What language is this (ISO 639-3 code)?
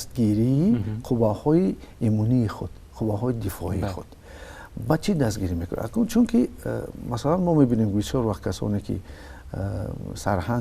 tgk